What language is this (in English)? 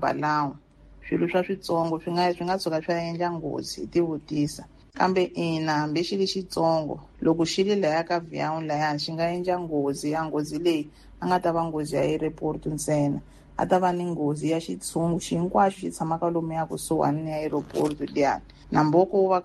Tsonga